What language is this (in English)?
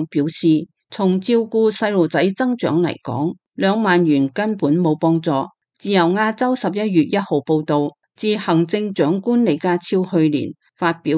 Cantonese